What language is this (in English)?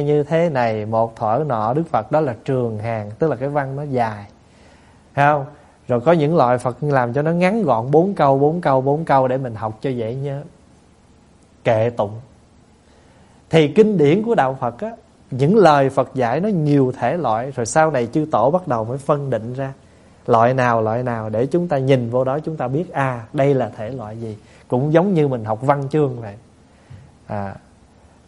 Vietnamese